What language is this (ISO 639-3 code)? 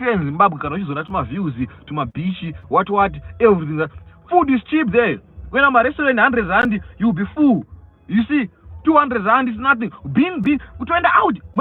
sna